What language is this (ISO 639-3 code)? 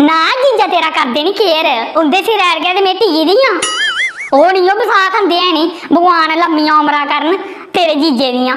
doi